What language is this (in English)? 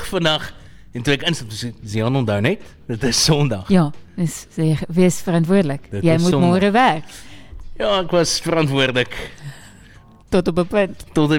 Afrikaans